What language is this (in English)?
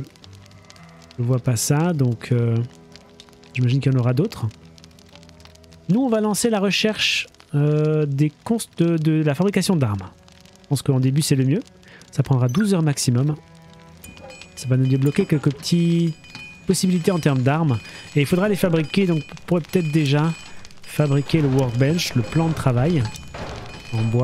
French